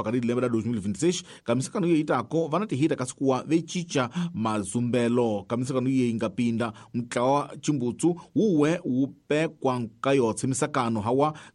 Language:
Tsonga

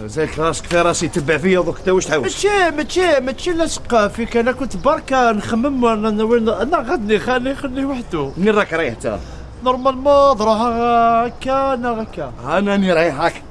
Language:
Algerian Arabic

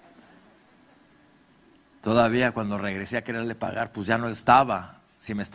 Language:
Spanish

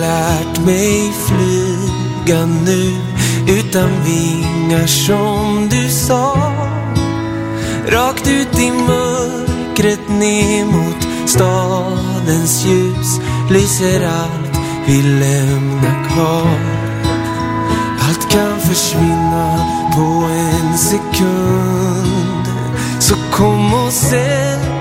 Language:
Swedish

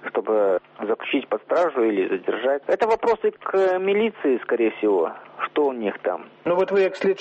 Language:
Belarusian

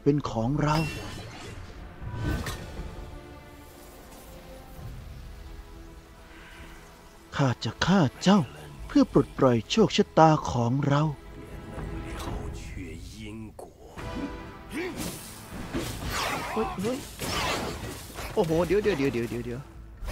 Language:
Thai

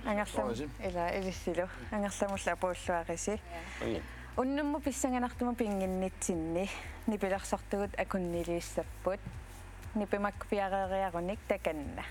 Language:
Kalaallisut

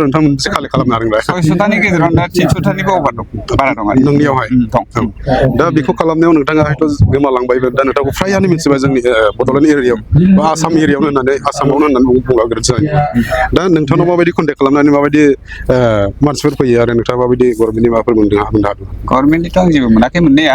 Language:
Bodo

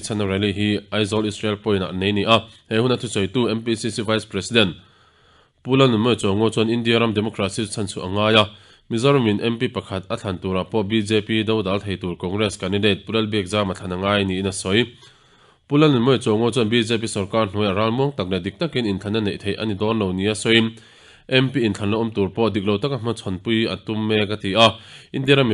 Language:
Mizo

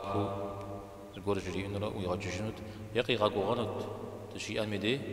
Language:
Kabardian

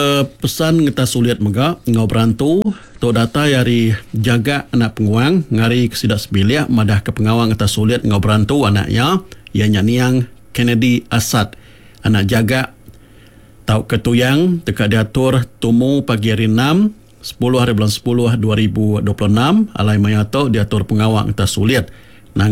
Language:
Iban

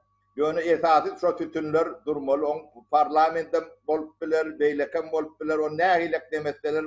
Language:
Turkmen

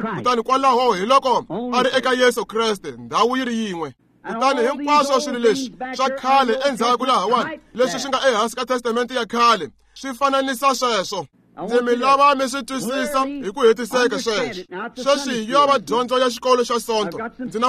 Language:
Tsonga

